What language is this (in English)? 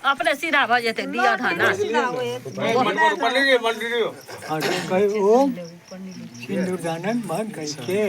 Maithili